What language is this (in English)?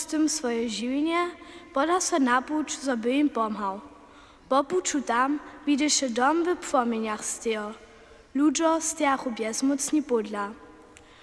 Upper Sorbian